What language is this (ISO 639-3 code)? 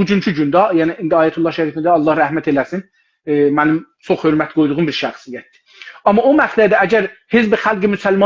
azb